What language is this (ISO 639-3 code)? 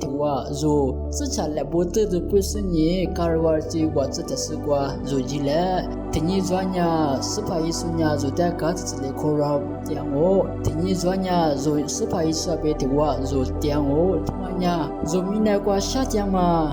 lis